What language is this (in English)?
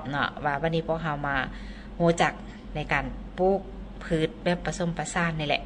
Lao